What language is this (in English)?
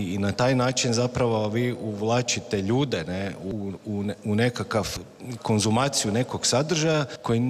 Serbian